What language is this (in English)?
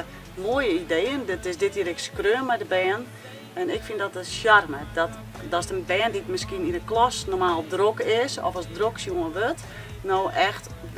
Western Frisian